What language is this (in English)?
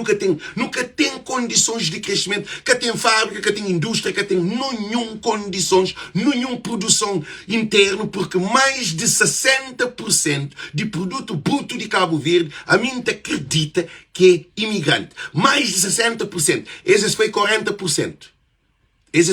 Kabuverdianu